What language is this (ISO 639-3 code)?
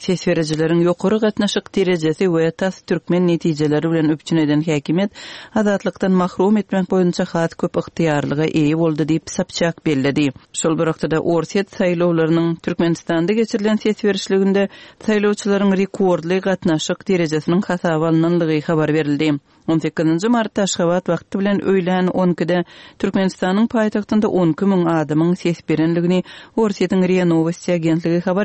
tuk